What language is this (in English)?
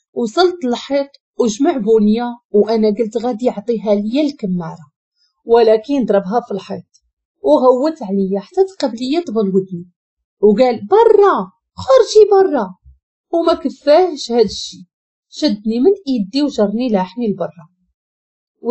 Moroccan Arabic